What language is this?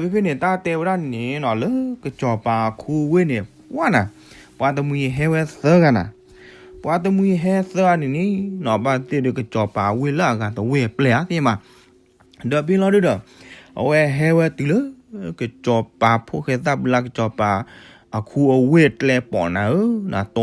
S'gaw Karen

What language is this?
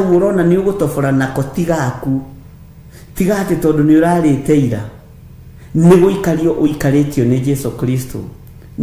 Kikuyu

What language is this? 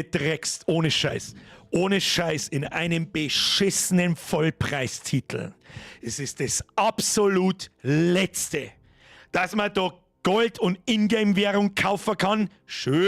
Bavarian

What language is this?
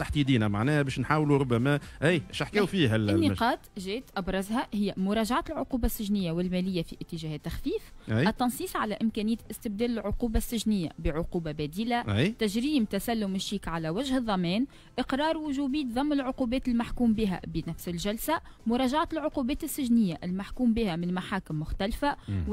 Tunisian Arabic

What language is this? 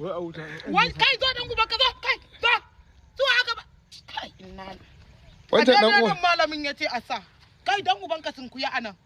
Hausa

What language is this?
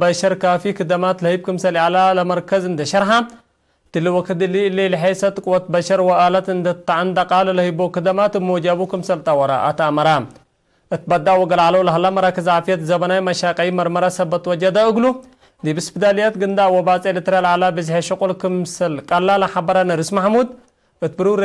Tigre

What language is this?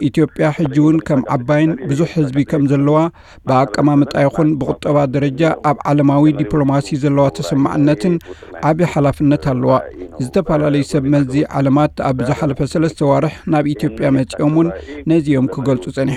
Tigrinya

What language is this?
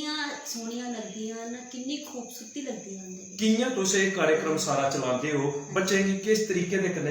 Dogri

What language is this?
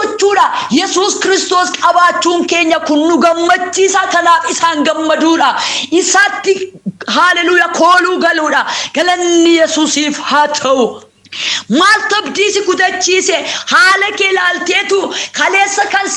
Oromo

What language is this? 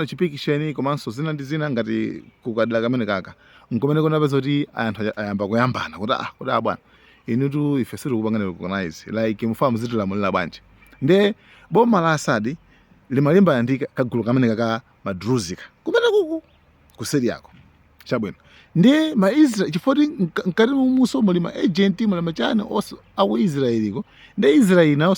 Nyanja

